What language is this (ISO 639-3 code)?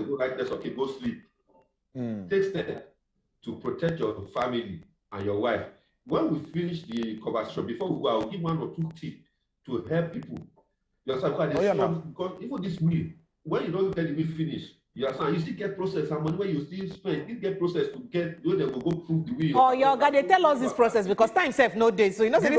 pcm